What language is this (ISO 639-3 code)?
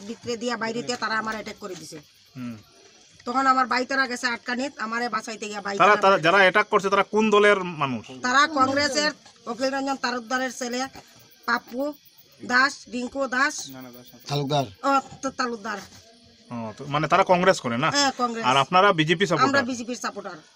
ben